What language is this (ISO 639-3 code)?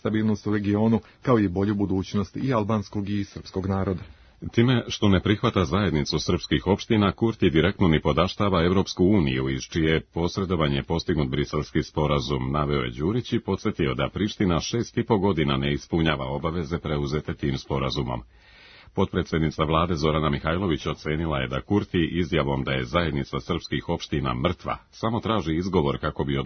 srp